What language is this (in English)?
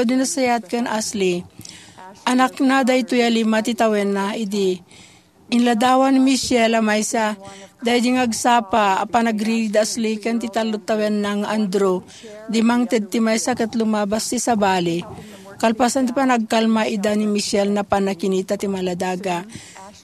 Iloko